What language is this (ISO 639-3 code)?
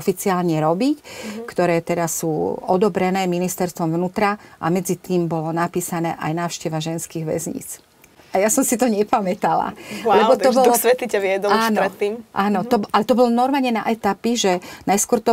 slk